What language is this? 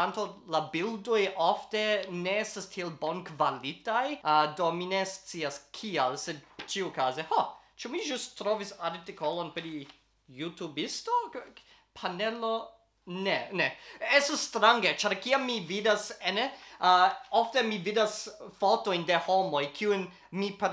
Esperanto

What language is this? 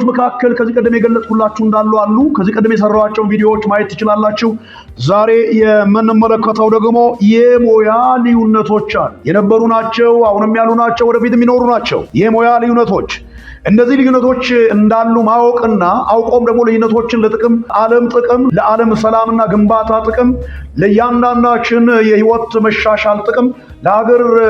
Amharic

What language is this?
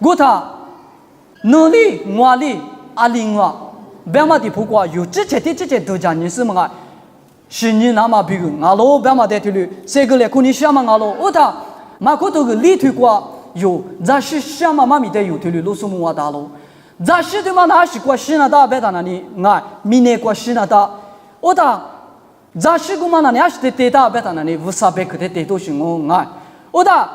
Lisu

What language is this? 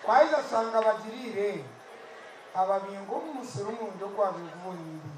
Nyankole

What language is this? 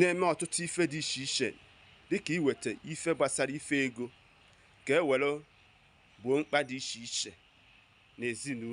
Igbo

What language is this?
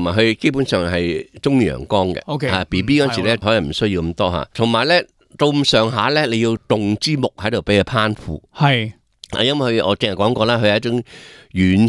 Cantonese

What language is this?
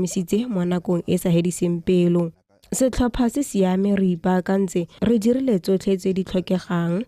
Tswana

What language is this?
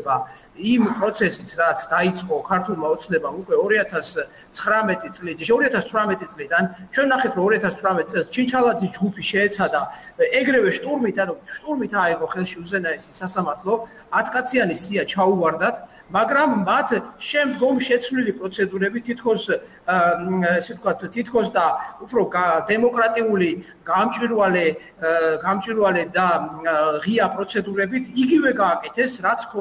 Georgian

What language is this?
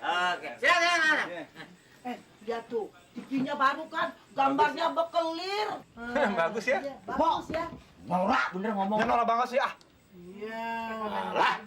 Betawi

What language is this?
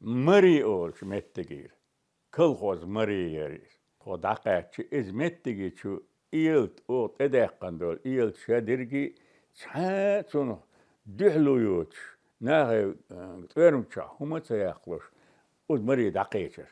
Chechen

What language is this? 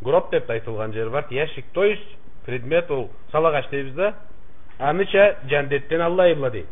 Karachay-Balkar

